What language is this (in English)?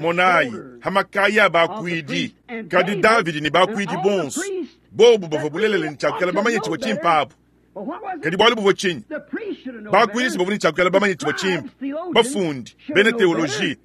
Luba-Lulua